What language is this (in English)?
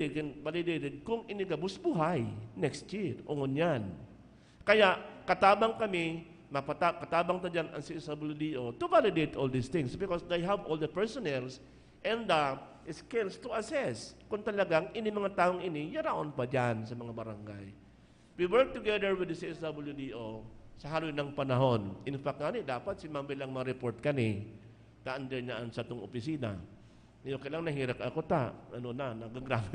Bikol